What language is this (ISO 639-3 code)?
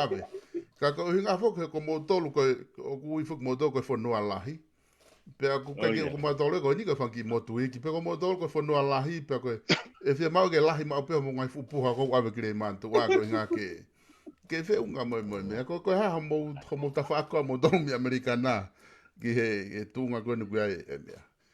ton